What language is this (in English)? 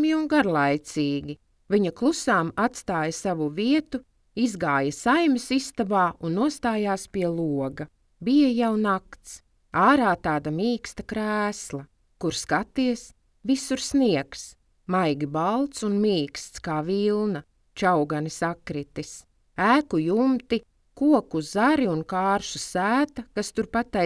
Latvian